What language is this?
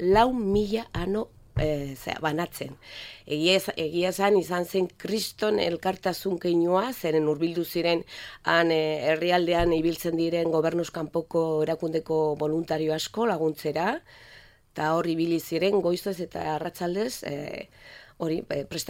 Basque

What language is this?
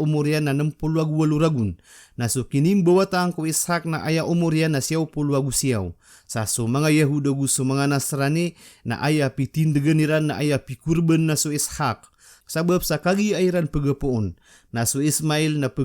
Maranao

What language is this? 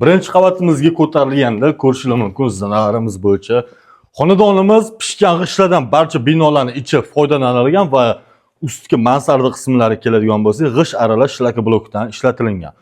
Uzbek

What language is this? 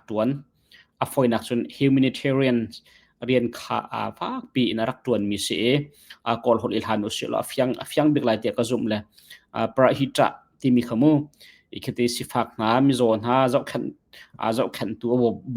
Hakha Chin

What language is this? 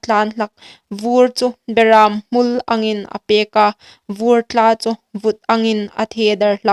Hmar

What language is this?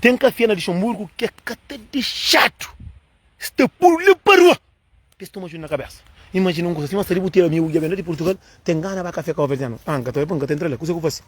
Kabuverdianu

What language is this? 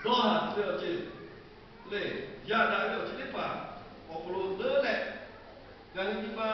Lahu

